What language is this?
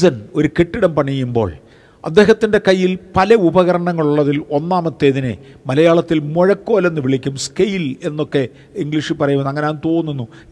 Malayalam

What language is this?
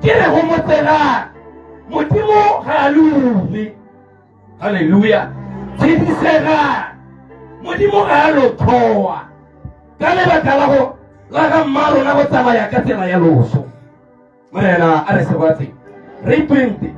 Tswana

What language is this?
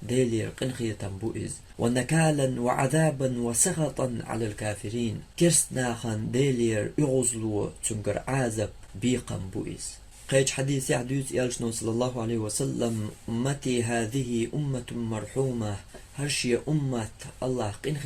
Chechen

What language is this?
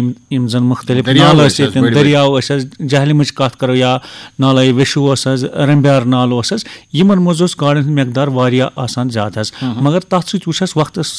Kashmiri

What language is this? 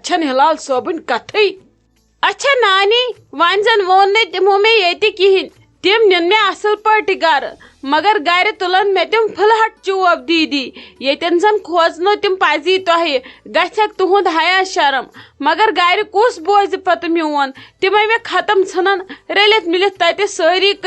Kashmiri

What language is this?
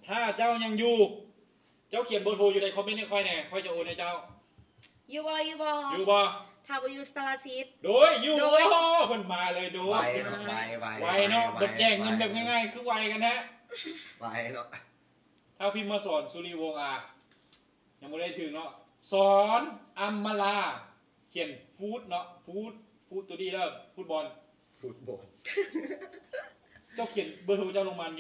Lao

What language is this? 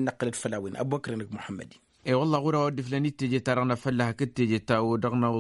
Tamasheq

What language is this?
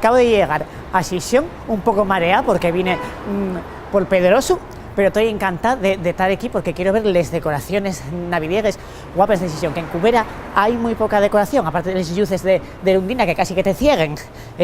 Asturian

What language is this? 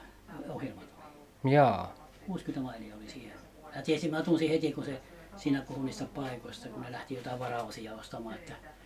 Finnish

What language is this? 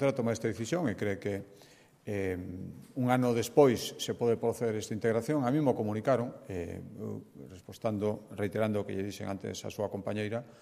Galician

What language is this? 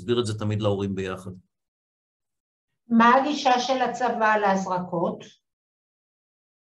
Hebrew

